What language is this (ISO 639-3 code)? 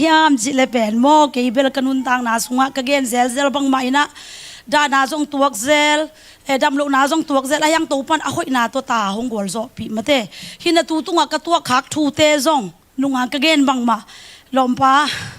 ctd